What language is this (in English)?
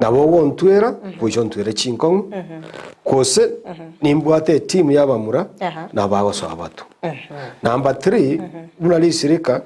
Gusii